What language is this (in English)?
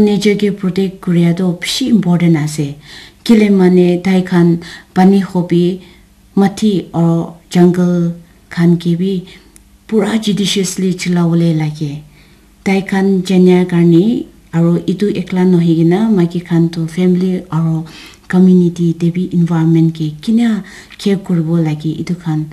Naga Pidgin